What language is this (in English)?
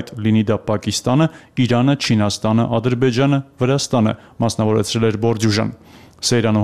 Armenian